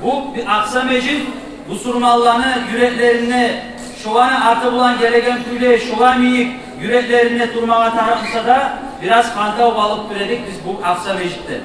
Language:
Kumyk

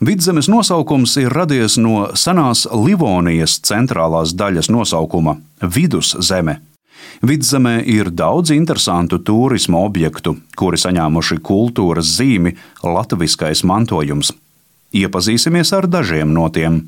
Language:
Latvian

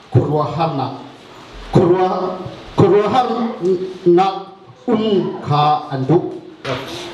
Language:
Hakha Chin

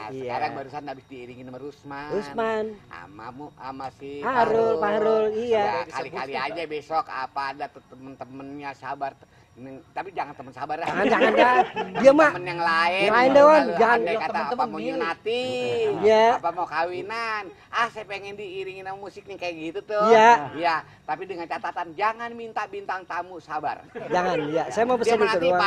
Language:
Betawi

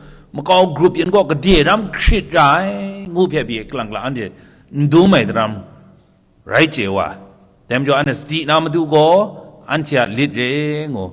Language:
Kachin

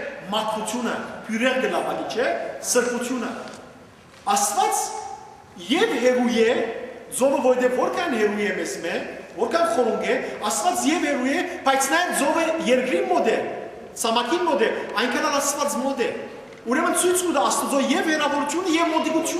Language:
Western Armenian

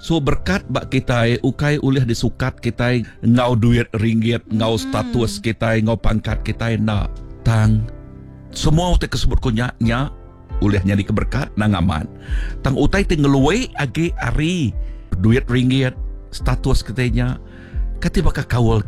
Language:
Iban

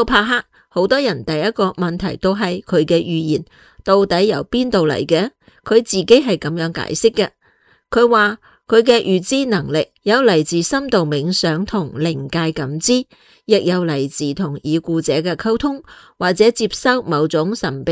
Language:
Cantonese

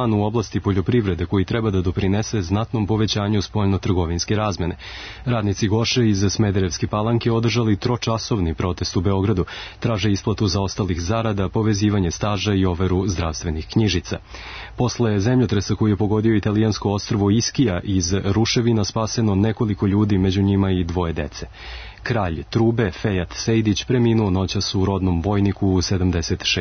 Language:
Serbian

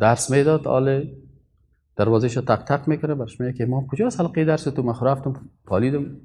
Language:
Persian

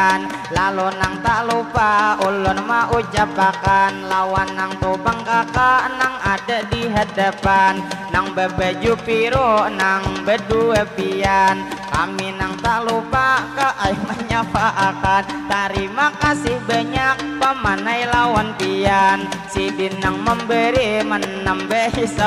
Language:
Banjar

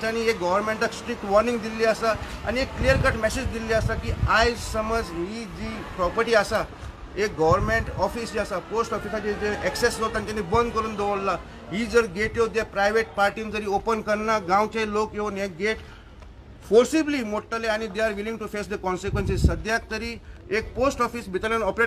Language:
Konkani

